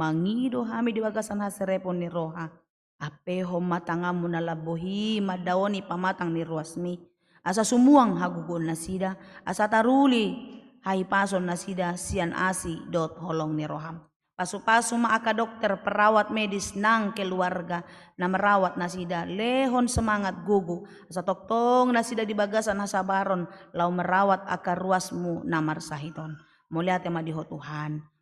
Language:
Batak Toba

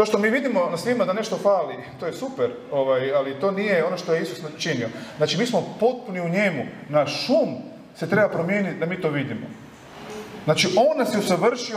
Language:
Croatian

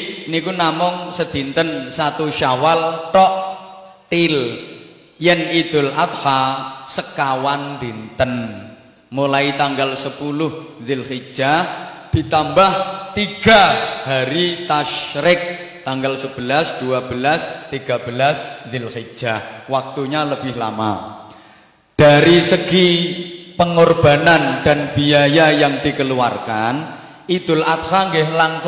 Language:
Javanese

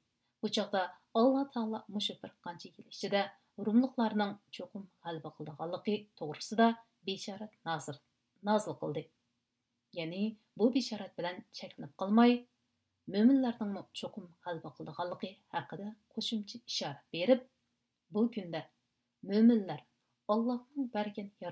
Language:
Uyghur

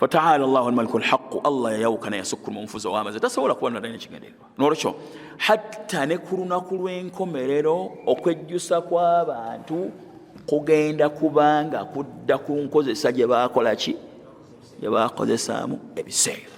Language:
Ganda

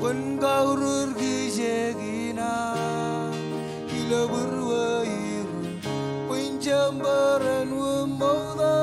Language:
Marshallese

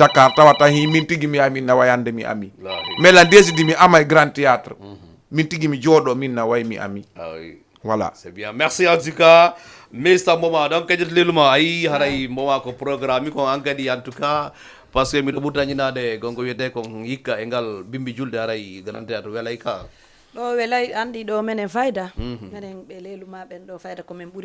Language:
Fula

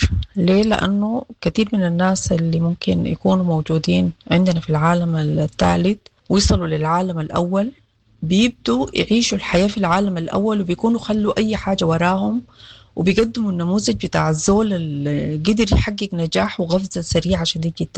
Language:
Sudanese Arabic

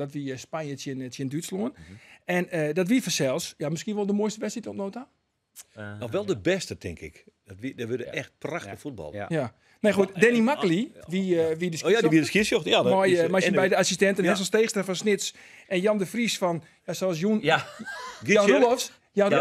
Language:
Western Frisian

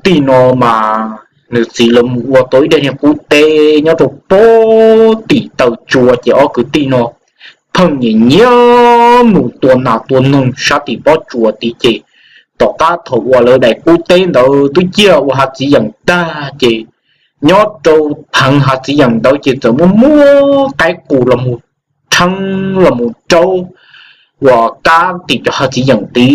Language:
Hmong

